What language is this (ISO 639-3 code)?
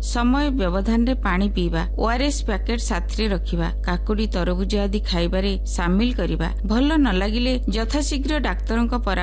ori